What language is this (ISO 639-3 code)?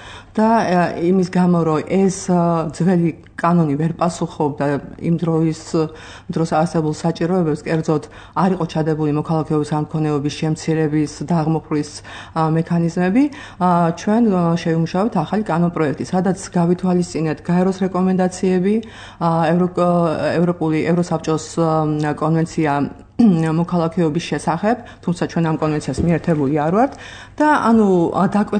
kat